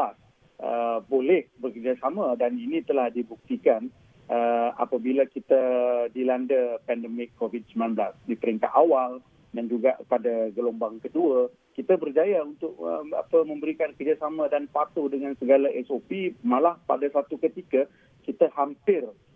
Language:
Malay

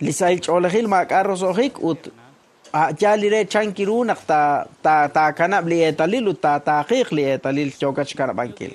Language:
Kekchí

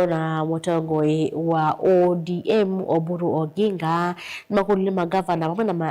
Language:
Kamba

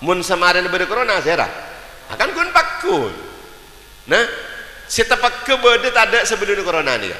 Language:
Madurese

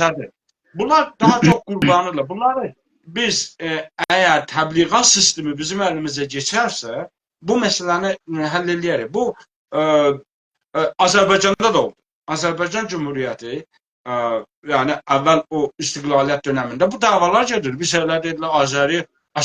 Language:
South Azerbaijani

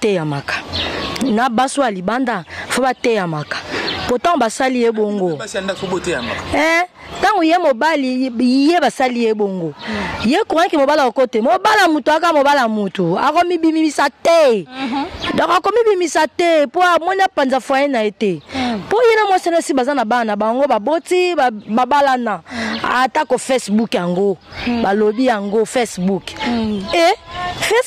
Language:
Lingala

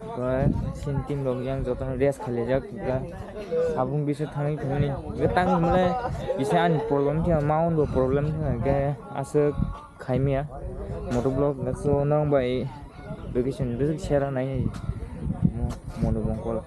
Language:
Kok Borok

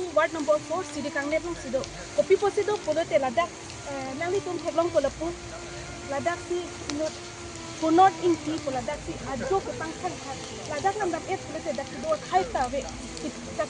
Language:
Karbi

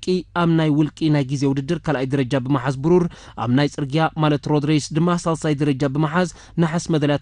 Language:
Tigrinya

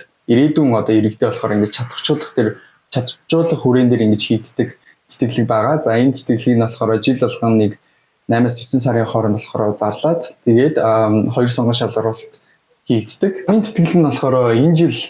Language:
Mongolian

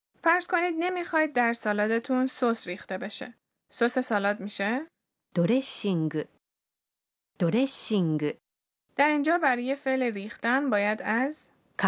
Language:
Persian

